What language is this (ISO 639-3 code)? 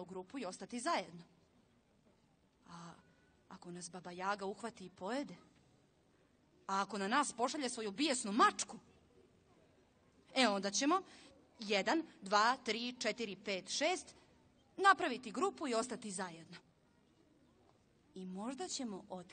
hrv